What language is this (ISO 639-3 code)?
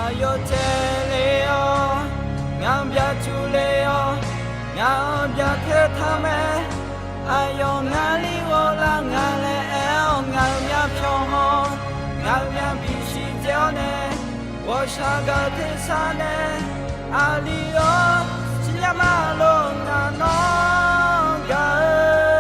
ahk